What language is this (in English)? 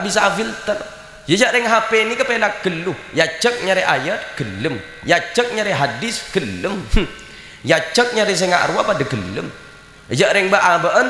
Madurese